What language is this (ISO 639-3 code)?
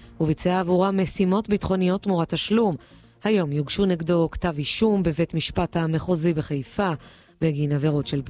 heb